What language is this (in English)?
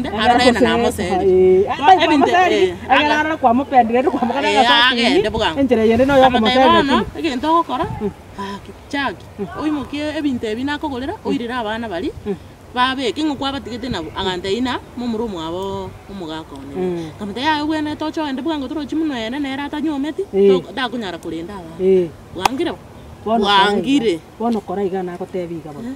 Gusii